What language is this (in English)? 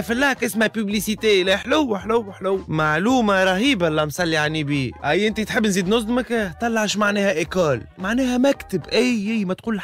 Tunisian Arabic